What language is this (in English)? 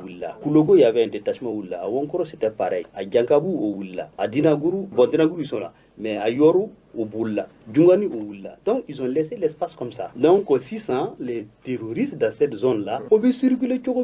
Bambara